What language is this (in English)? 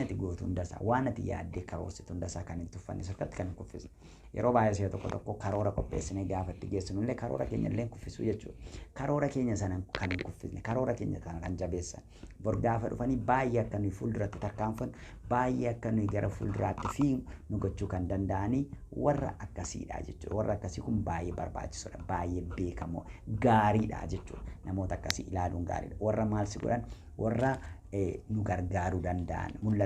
Oromo